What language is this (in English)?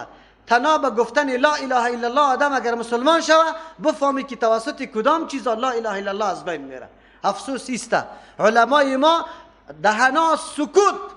Persian